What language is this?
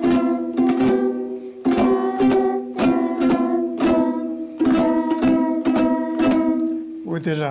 Kazakh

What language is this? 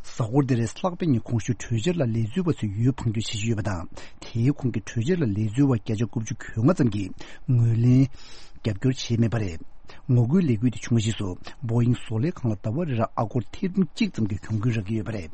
Tibetan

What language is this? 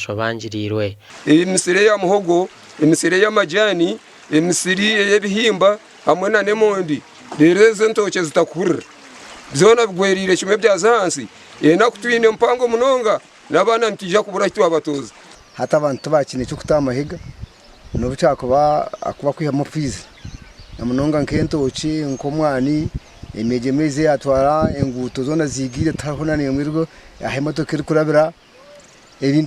Nyankole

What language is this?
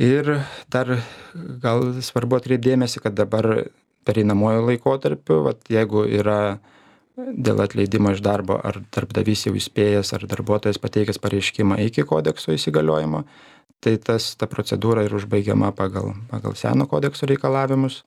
Lithuanian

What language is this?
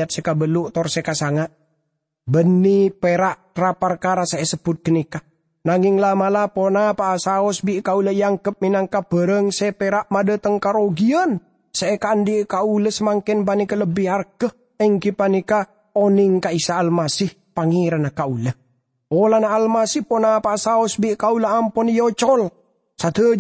Madurese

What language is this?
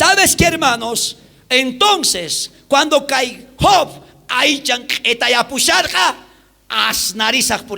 South Bolivian Quechua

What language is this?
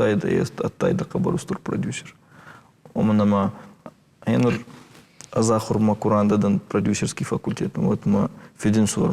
Ossetic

